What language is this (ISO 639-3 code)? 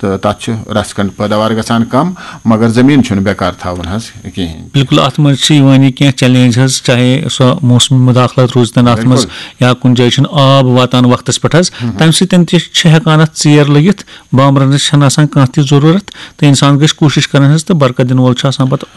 kas